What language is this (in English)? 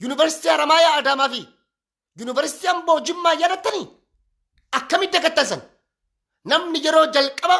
Oromo